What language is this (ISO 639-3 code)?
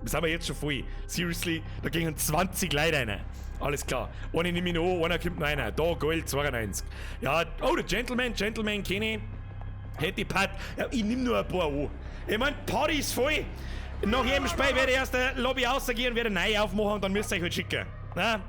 bar